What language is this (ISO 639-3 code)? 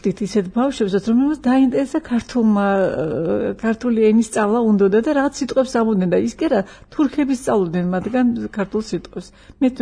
kat